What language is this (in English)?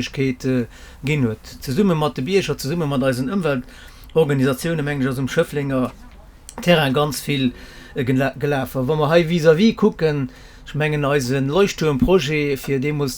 Luxembourgish